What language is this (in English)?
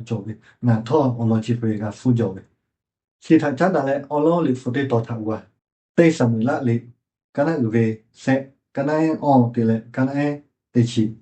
Lahu